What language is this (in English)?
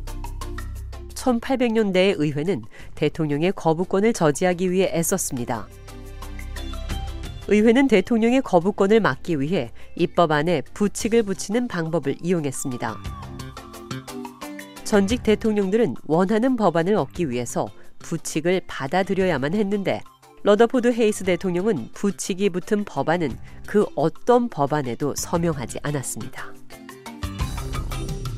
Korean